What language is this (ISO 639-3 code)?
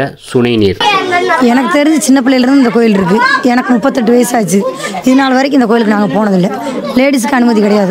tam